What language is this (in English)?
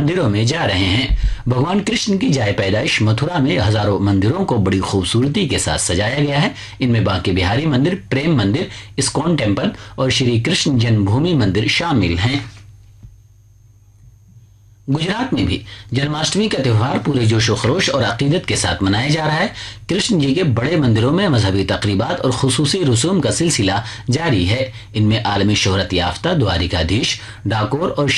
Urdu